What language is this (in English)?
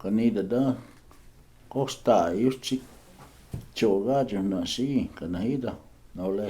Cherokee